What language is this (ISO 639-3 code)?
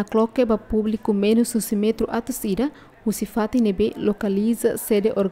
tet